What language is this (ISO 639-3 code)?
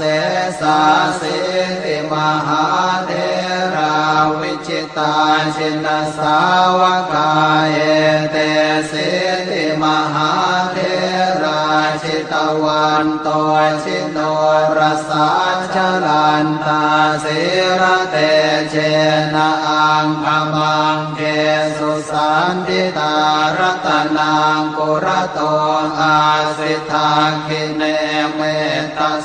pli